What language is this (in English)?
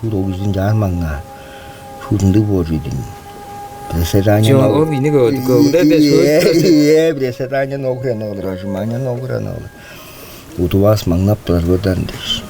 Tuvinian